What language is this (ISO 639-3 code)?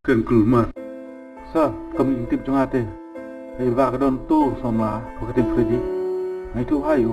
kha